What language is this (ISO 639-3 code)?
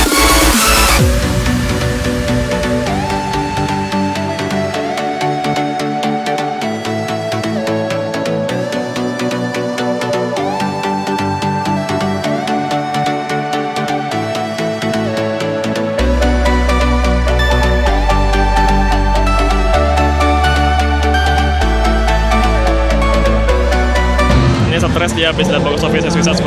ind